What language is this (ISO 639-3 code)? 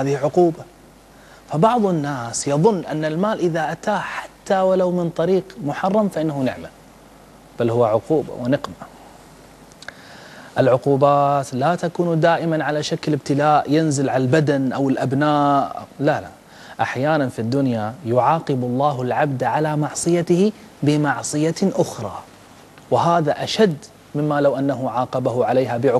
ara